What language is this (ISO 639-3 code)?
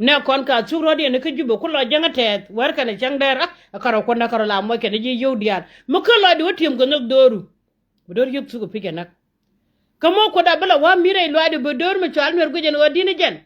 nus